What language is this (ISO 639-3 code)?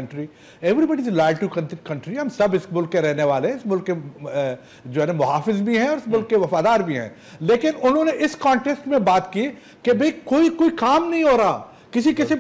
urd